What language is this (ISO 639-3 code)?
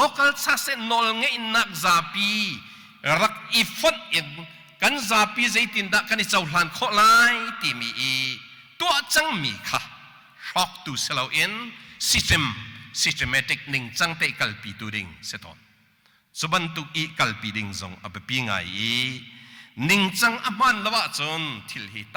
cnh